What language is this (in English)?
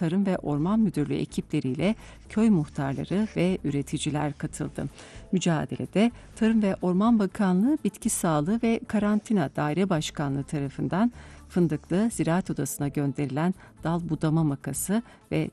Turkish